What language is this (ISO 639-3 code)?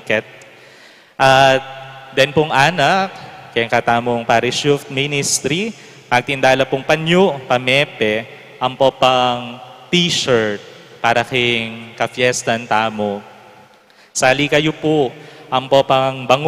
pam